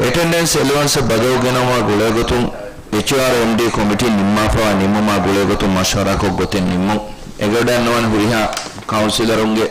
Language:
Divehi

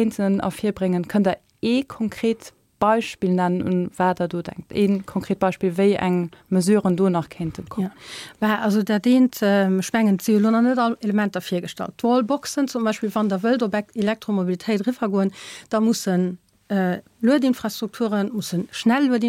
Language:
Luxembourgish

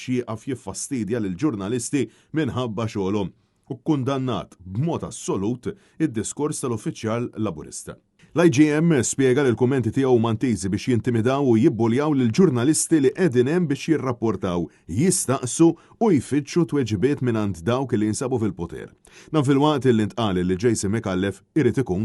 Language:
Maltese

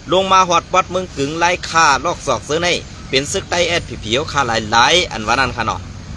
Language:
Shan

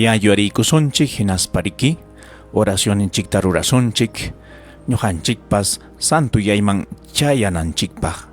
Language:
Ayacucho Quechua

